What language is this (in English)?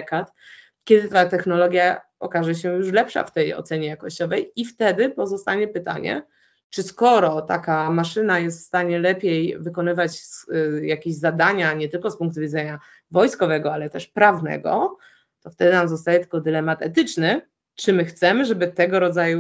Polish